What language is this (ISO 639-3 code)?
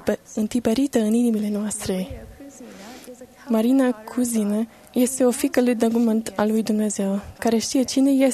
ron